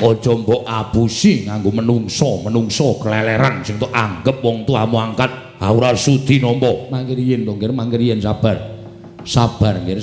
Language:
Javanese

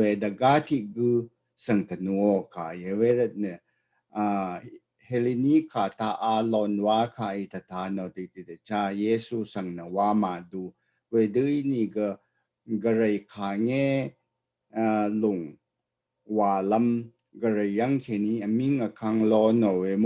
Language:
Rawang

